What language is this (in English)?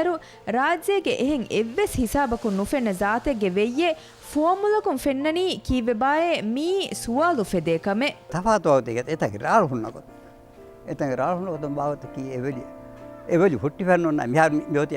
Divehi